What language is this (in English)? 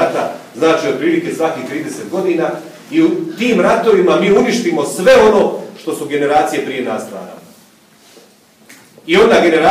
Croatian